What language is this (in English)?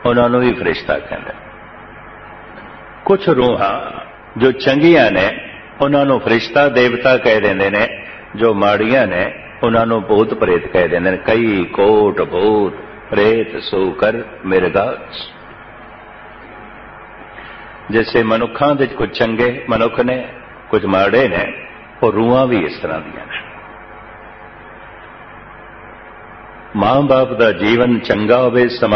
Punjabi